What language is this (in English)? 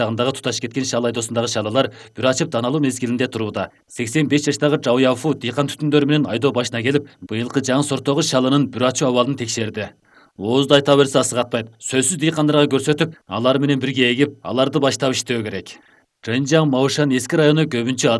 Kyrgyz